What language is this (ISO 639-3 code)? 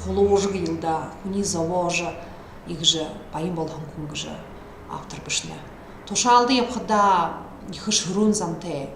bua